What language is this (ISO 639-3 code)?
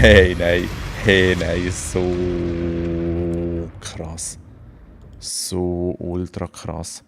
gsw